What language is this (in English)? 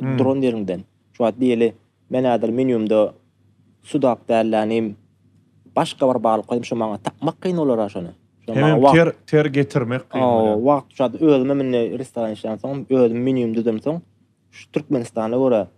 Turkmen